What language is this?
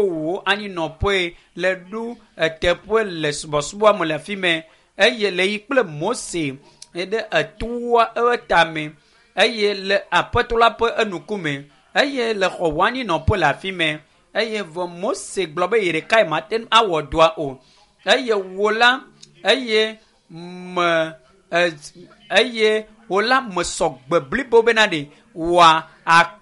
Ewe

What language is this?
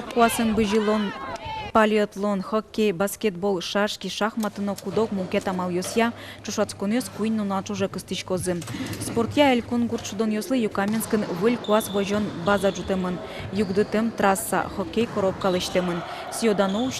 Udmurt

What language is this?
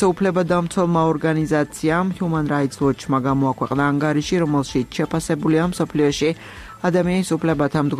Georgian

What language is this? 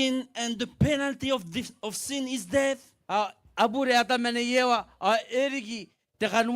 Gilbertese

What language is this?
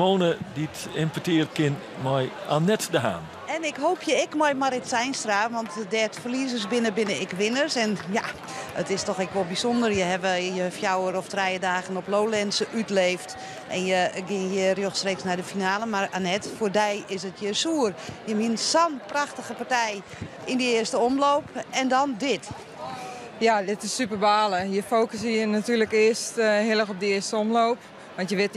Western Frisian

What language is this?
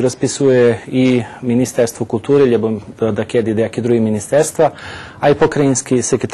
Rusyn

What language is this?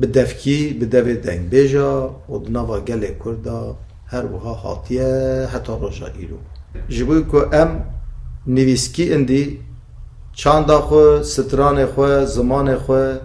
Kurdish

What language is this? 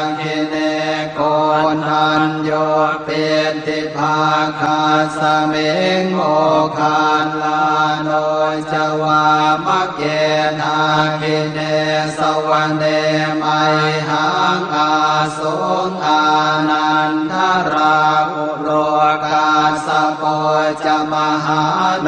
Pali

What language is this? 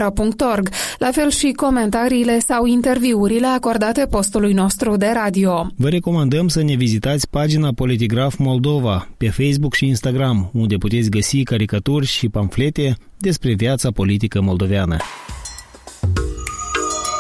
Romanian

